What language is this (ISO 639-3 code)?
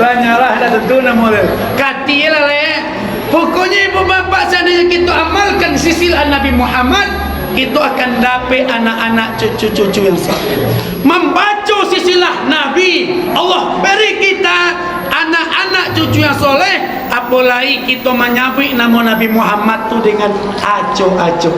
min